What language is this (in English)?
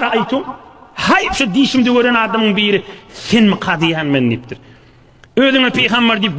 Turkmen